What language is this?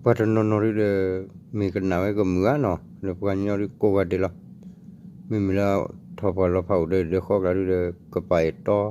S'gaw Karen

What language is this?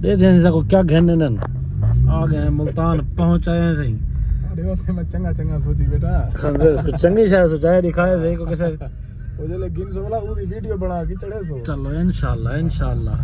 Saraiki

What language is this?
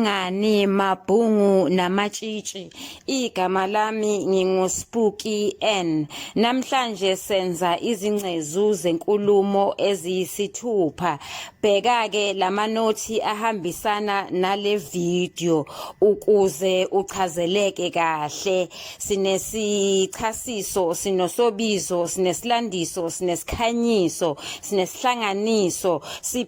Zulu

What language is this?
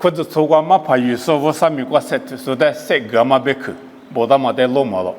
Lisu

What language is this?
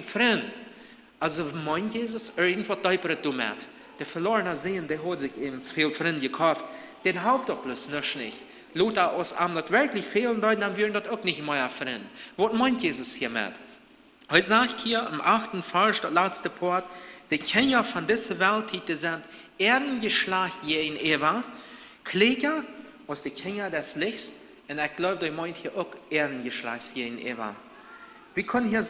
Plautdietsch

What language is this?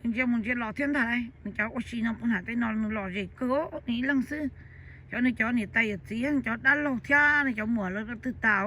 Hmong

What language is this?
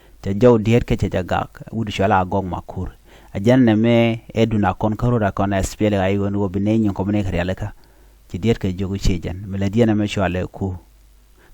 Nuer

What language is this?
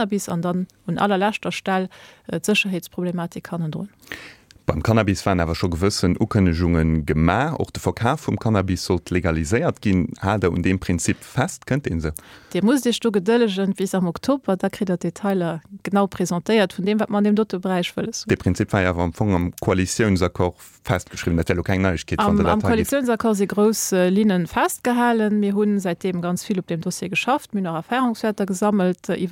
Luxembourgish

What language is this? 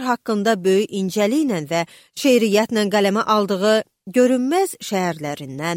Azerbaijani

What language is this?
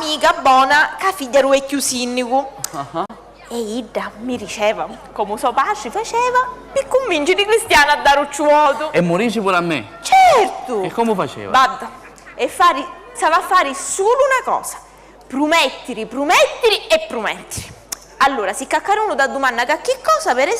Sicilian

